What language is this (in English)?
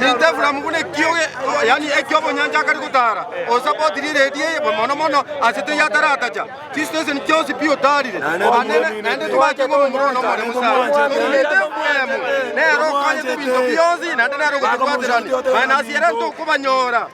Gusii